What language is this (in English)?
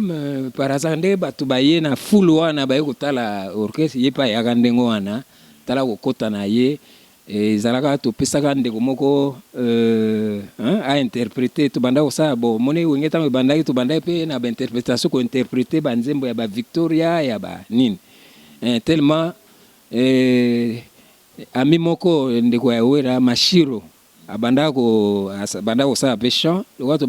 Lingala